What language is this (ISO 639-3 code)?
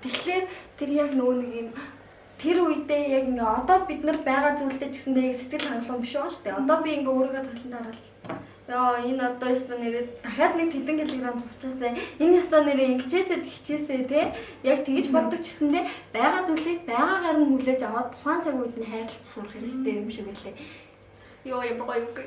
mon